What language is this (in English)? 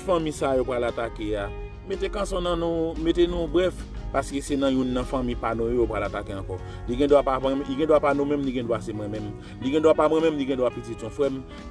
Haitian Creole